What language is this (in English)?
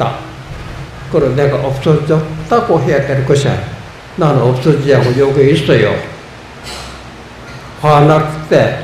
Korean